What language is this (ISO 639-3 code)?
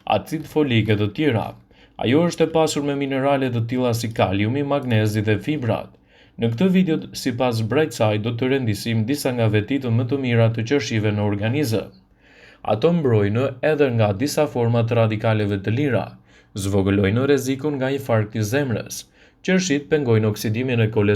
sqi